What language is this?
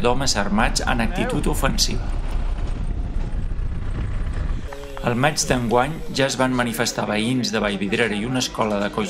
Catalan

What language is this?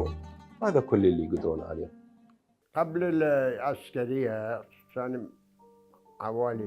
Mesopotamian Arabic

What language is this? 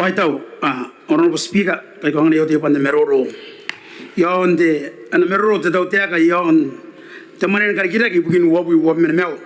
Gilbertese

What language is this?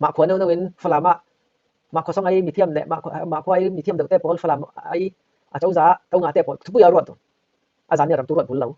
Falam Chin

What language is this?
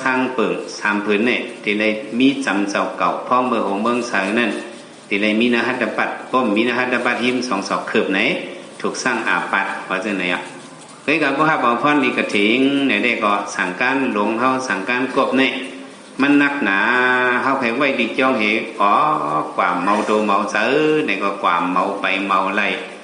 Shan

